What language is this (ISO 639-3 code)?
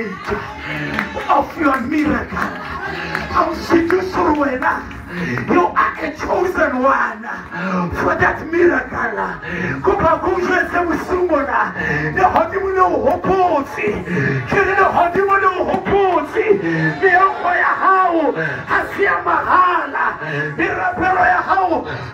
sot